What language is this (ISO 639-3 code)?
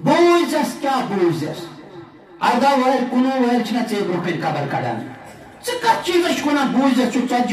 kas